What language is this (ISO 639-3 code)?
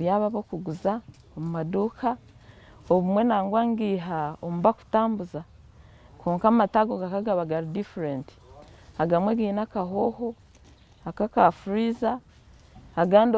nyn